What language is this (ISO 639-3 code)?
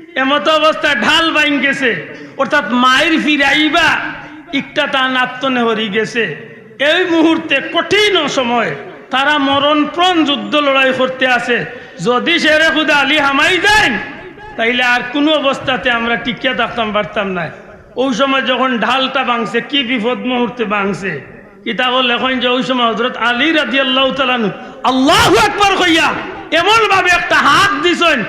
syl